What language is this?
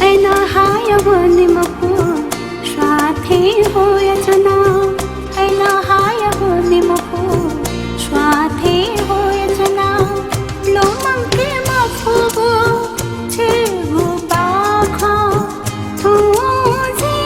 Newari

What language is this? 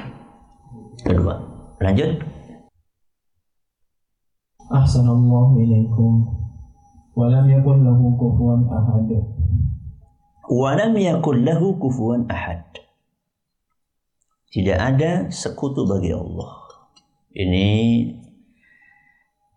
Indonesian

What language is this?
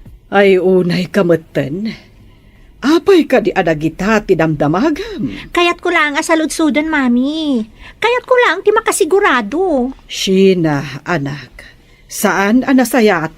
Iloko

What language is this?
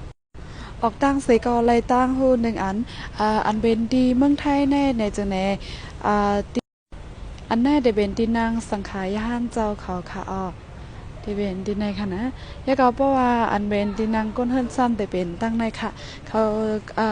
Shan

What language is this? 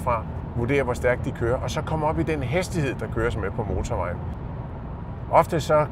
Danish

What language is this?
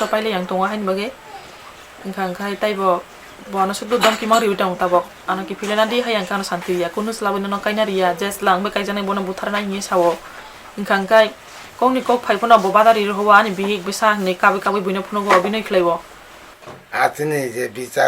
Kok Borok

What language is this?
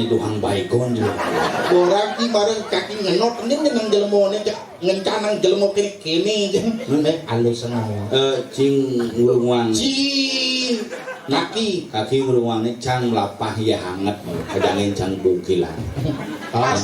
Balinese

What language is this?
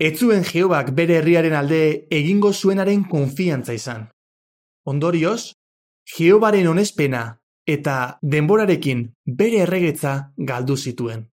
Basque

